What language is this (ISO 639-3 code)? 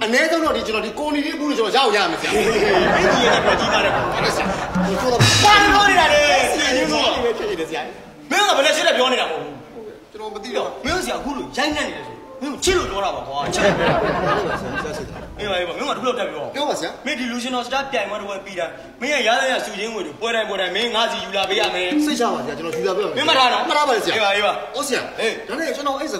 mya